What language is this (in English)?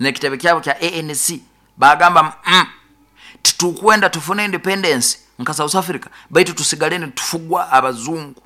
Nyoro